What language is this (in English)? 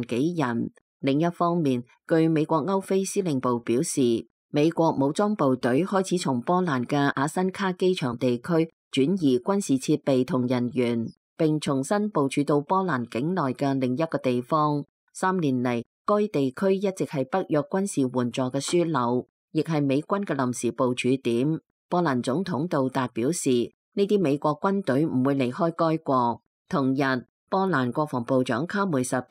Cantonese